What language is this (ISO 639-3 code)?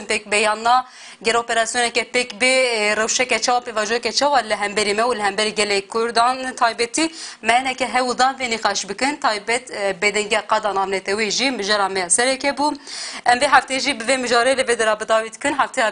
kur